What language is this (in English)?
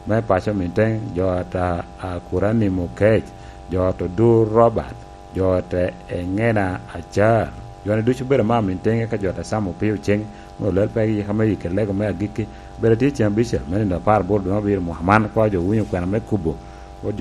Lango (Uganda)